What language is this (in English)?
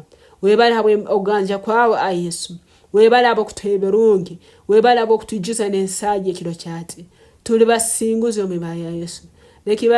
Nyankole